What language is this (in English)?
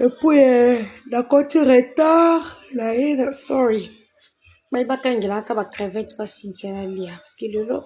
Lingala